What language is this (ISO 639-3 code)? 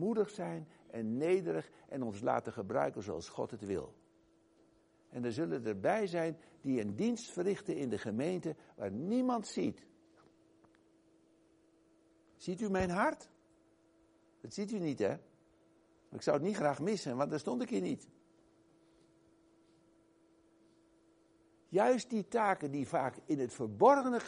nld